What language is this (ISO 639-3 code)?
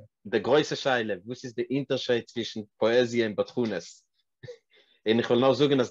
yid